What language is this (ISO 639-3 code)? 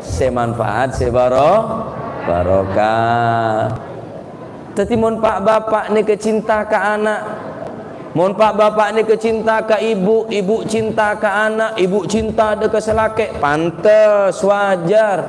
mad